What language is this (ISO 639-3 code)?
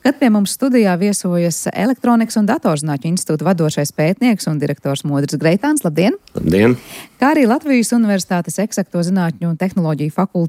lav